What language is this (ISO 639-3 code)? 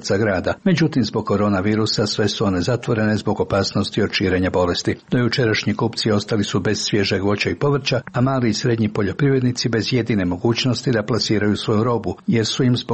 srp